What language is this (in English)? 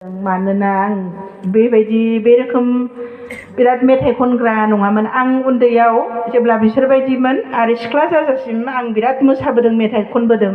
Bodo